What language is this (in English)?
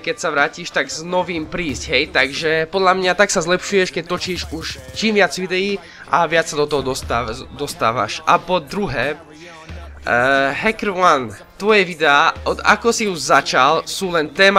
Slovak